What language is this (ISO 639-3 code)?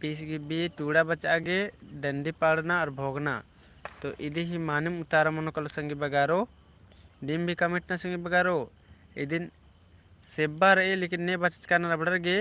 kru